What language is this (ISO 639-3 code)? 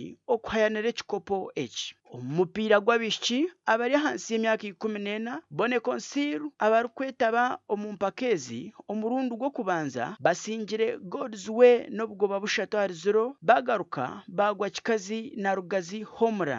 nyn